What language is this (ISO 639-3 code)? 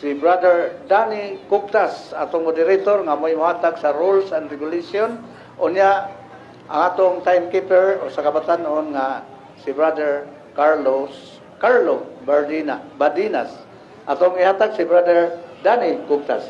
ceb